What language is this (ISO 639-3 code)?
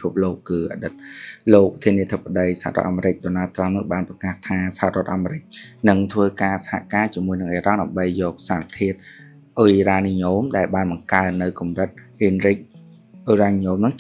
khm